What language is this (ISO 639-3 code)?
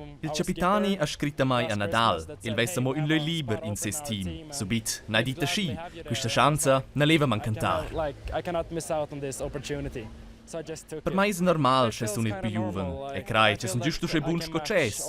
roh